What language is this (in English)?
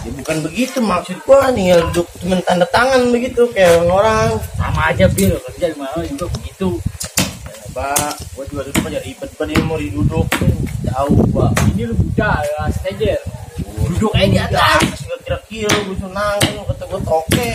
Betawi